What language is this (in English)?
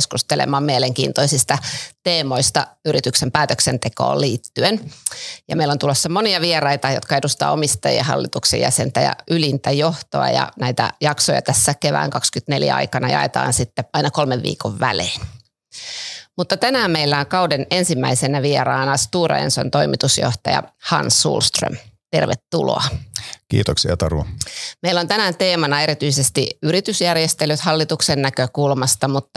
Finnish